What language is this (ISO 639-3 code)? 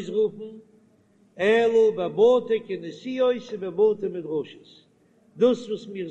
yid